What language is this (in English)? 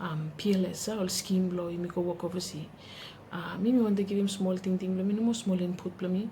Bislama